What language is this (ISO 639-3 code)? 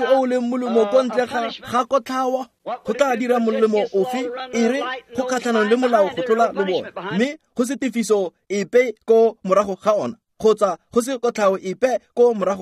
tsn